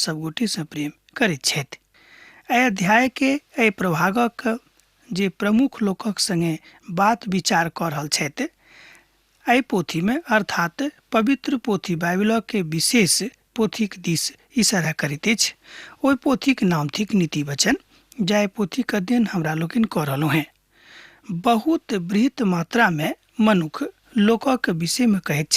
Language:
Maithili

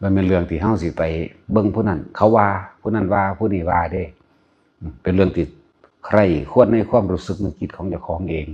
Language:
Northeastern Thai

